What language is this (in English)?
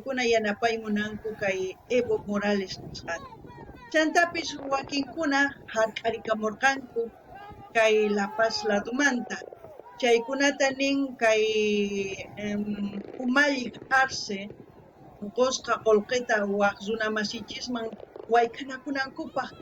South Bolivian Quechua